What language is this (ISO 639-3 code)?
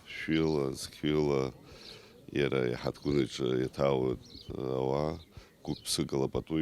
abk